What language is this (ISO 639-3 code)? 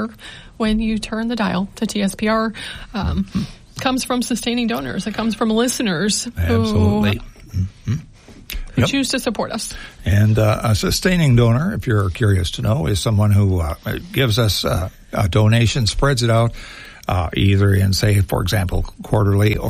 eng